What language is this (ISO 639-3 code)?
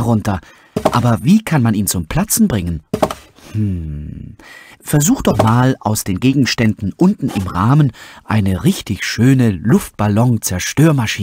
deu